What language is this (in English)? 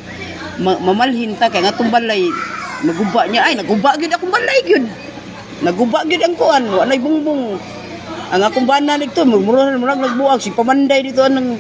Cebuano